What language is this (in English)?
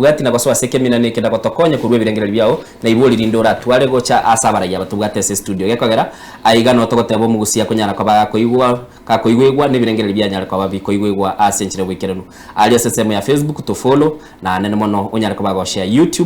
Gusii